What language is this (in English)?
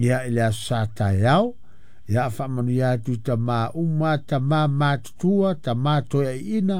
Samoan